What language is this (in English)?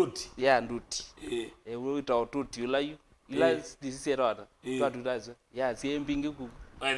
Kamba